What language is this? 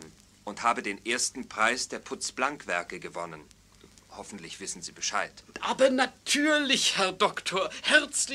German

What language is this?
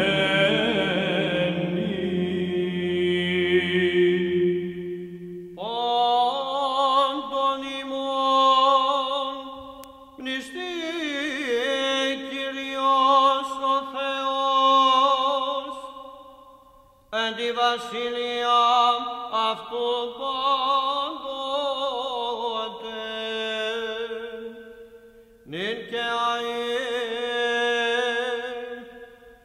Greek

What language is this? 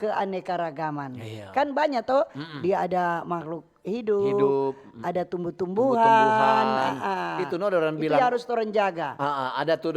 Manado Malay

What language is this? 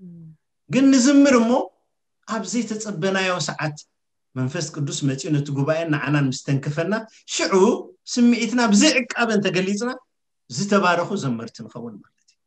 Tigrinya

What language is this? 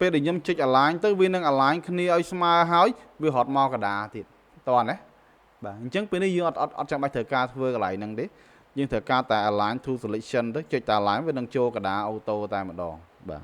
Khmer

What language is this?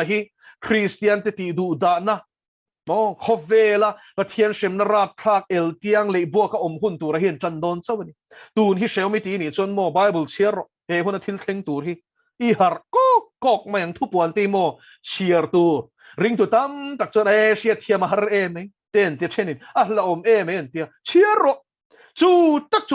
Mizo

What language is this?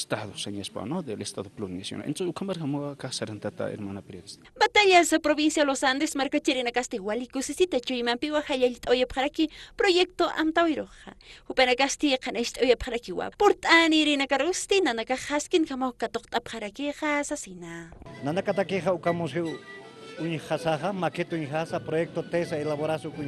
Aymara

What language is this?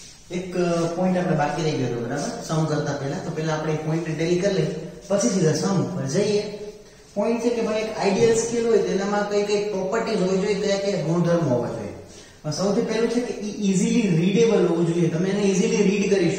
Gujarati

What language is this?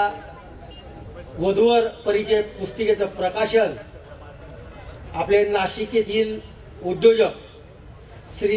Marathi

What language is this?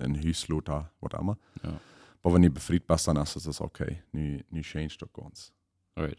Plautdietsch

